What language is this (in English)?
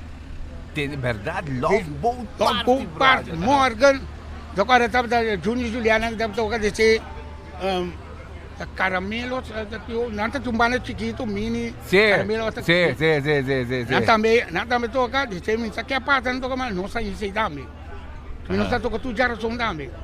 Papiamento